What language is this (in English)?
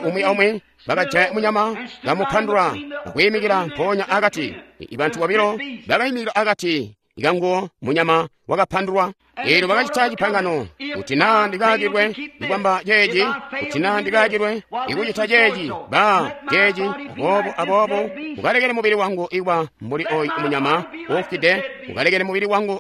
Tonga (Zambia)